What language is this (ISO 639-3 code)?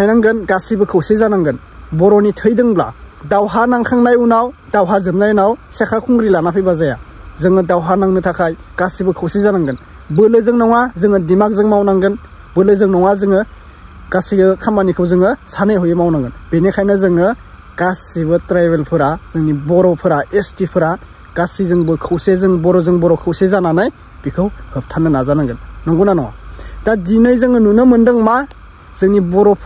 brx